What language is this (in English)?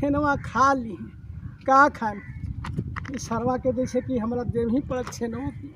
Magahi